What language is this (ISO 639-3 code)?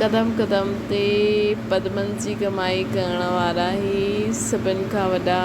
snd